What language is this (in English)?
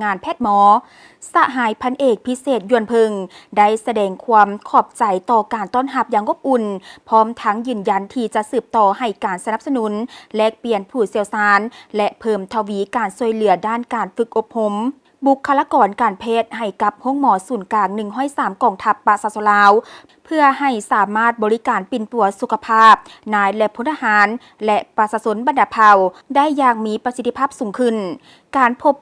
Lao